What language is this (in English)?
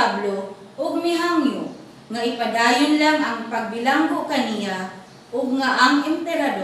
Cebuano